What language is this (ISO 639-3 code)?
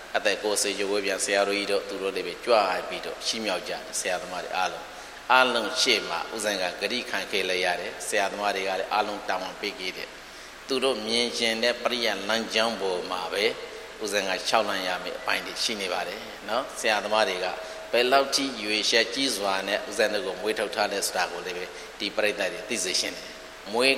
mya